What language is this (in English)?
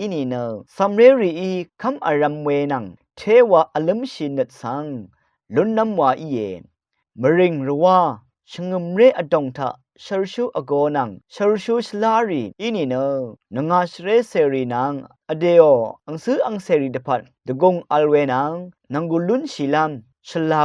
Rawang